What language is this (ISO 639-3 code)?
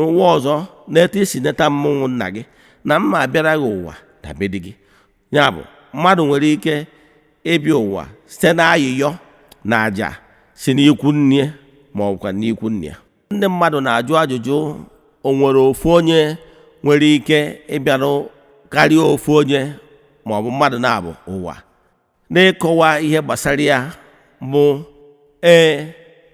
ibo